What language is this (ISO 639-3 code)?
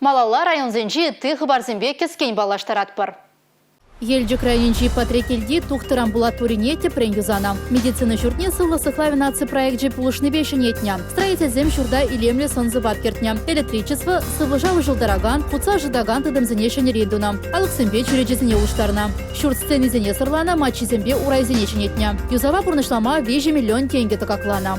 chv